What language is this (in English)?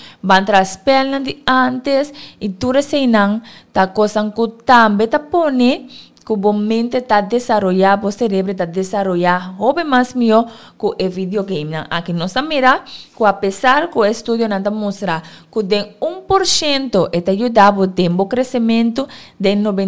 Papiamento